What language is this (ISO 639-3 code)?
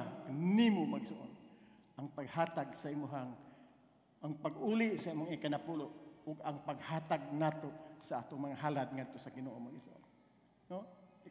ceb